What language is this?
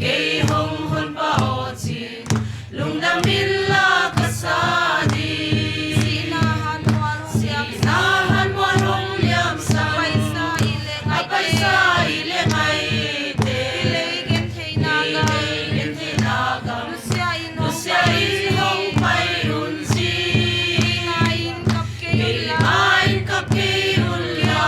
Paite Chin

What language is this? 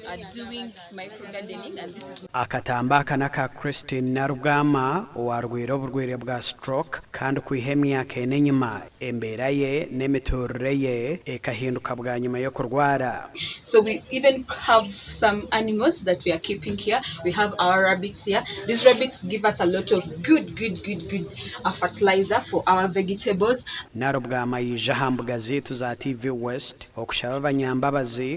Nyankole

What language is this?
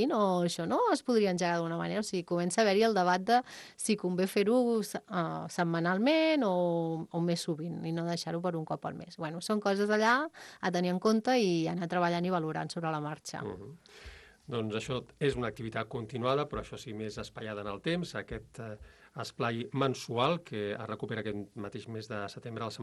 Catalan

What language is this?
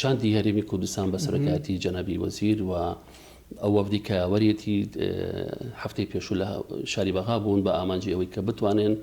Central Kurdish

